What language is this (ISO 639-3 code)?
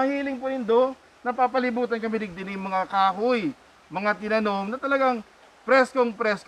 bik